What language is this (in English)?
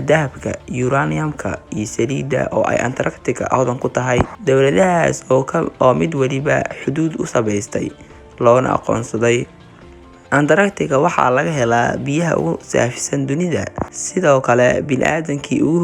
Somali